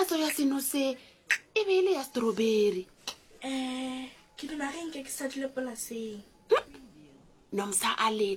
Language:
Northern Sotho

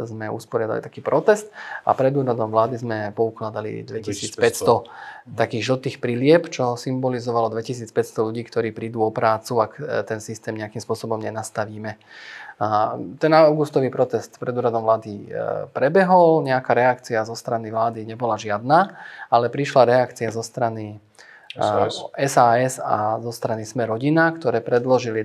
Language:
Slovak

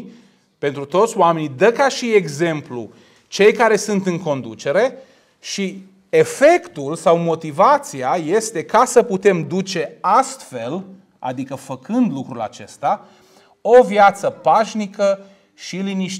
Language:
Romanian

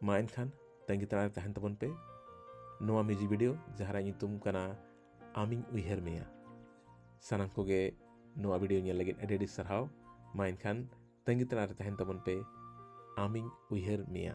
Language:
Santali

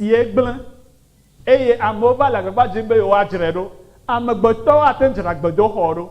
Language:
Ewe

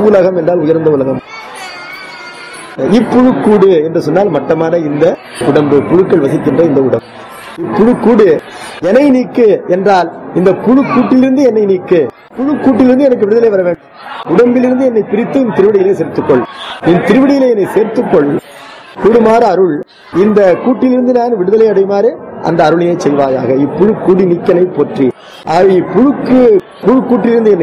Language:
Tamil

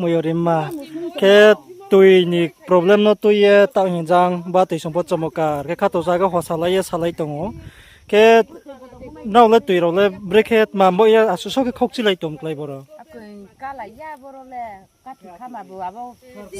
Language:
Riang (India)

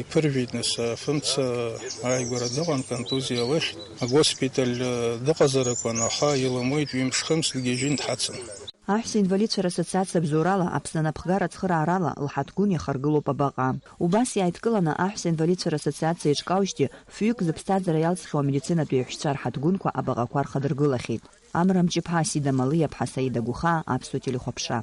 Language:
Abkhazian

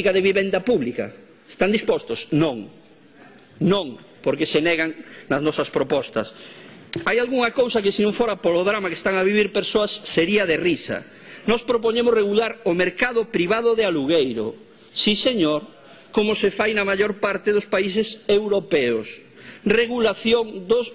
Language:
Galician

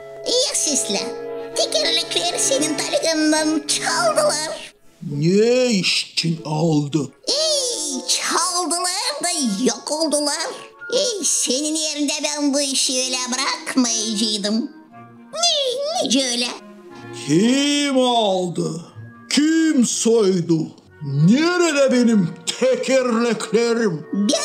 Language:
Gagauz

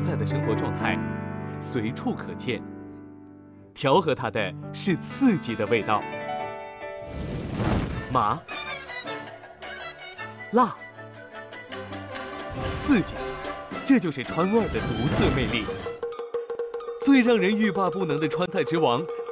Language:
Chinese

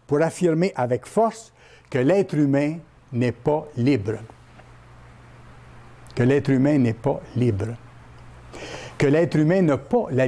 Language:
French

